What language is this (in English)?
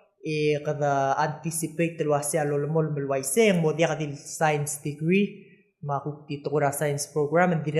Palauan